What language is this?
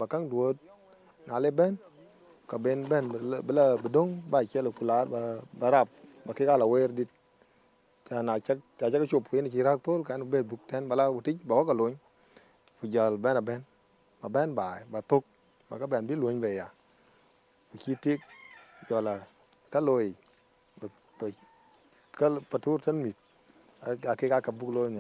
Dinka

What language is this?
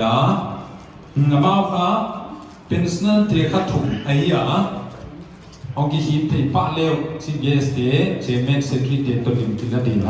Paite Chin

